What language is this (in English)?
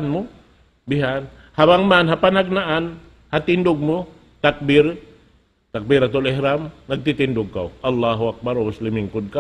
Tausug